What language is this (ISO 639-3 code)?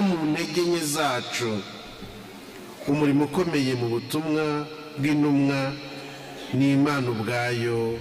kin